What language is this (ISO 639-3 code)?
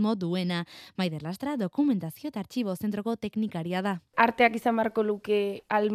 eus